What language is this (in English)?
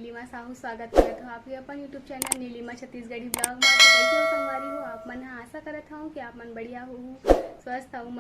Chhattisgarhi